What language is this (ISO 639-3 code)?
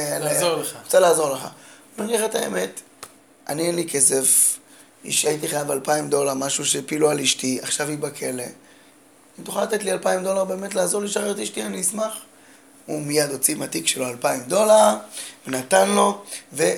heb